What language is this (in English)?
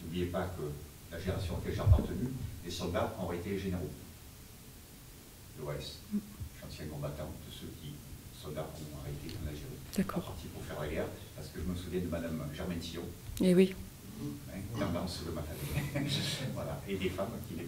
French